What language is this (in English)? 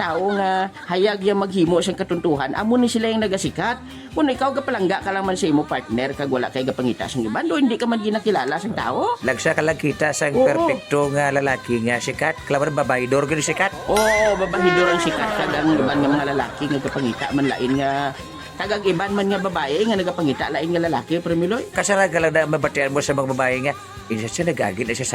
Hiligaynon